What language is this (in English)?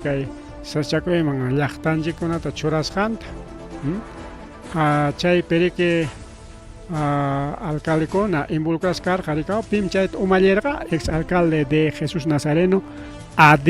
Ayacucho Quechua